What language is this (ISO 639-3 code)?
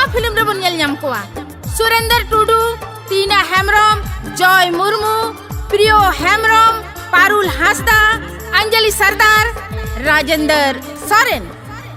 sat